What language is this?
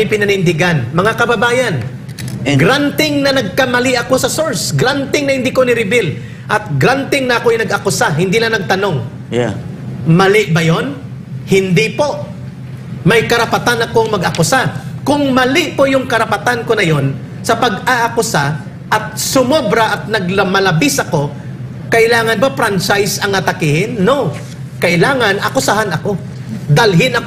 Filipino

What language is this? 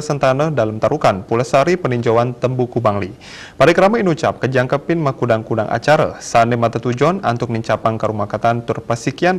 Balinese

